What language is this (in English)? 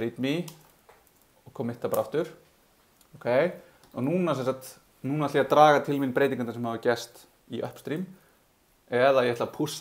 Icelandic